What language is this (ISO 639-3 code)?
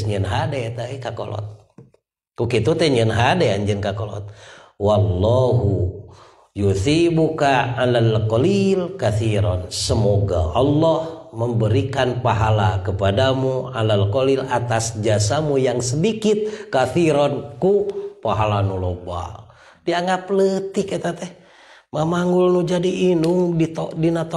sun